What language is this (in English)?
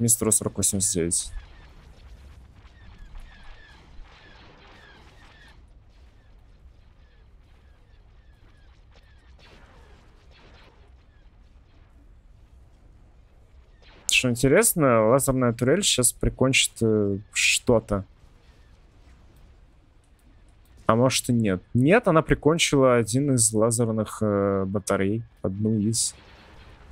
Russian